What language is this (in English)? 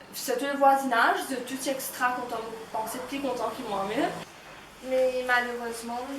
Morisyen